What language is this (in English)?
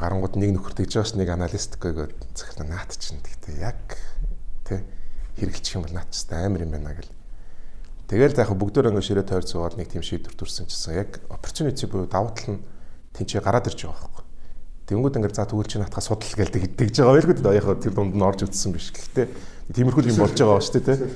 Mongolian